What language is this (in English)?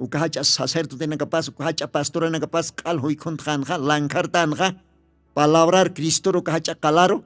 Aymara